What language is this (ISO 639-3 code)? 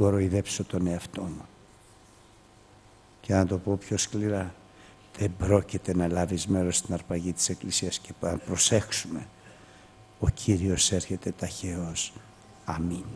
ell